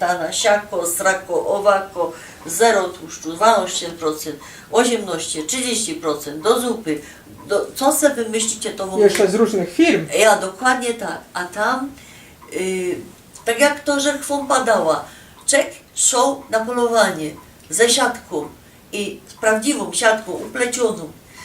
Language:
Silesian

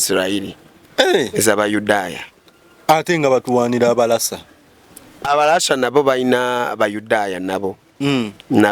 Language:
Ganda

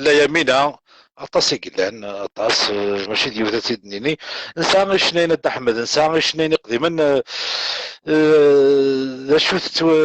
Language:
Kabyle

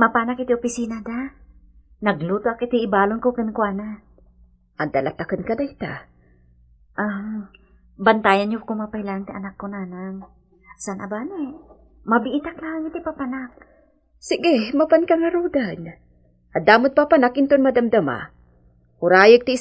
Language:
Iloko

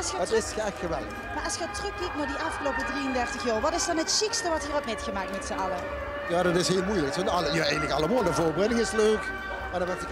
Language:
Limburgish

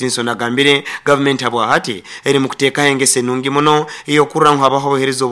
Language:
Nyoro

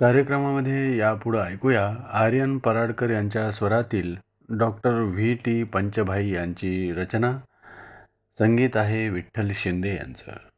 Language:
Marathi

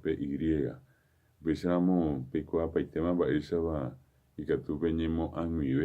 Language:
Guarani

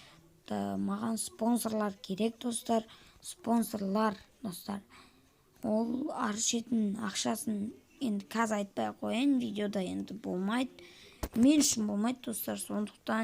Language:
Kazakh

